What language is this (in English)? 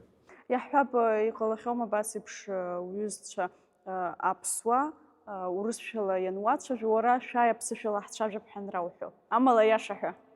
Abkhazian